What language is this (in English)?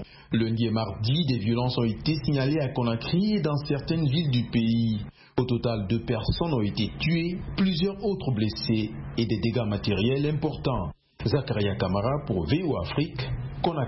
French